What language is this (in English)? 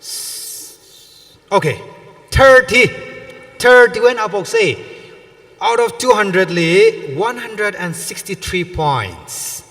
Tangkhul Naga (India)